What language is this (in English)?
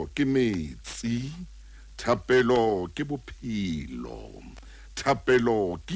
Southern Sotho